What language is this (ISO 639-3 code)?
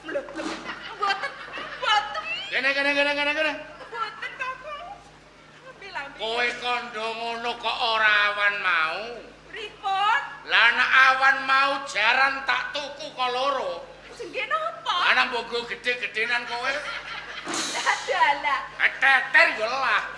jav